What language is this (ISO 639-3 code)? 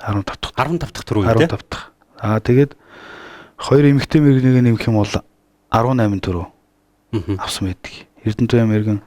mon